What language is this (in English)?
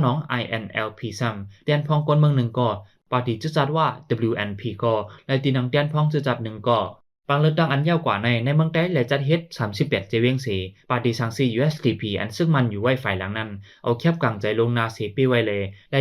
Shan